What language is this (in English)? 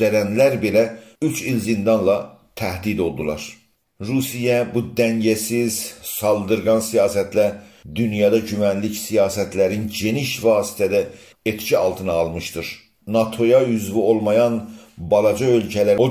South Azerbaijani